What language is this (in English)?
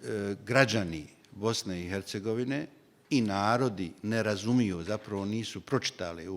Bosnian